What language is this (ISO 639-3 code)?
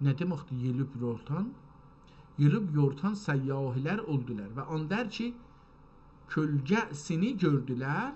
azb